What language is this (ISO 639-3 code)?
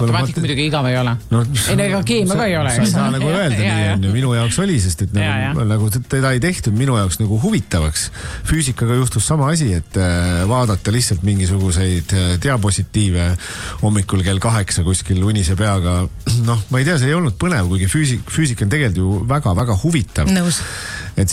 est